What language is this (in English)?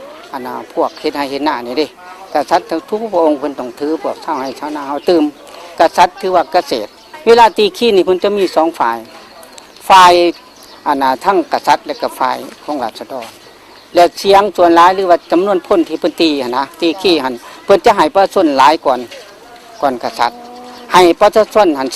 Lao